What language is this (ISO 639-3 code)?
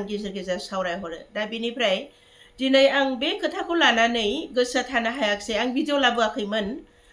brx